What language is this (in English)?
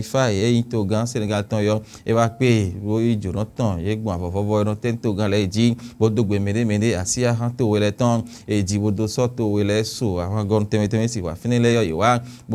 Fon